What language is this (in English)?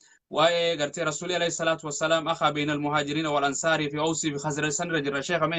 Oromo